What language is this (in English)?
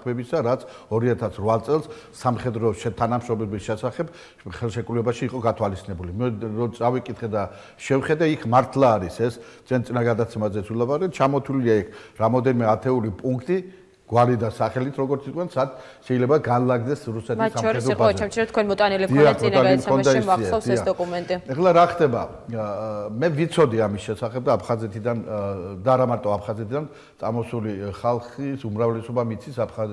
Georgian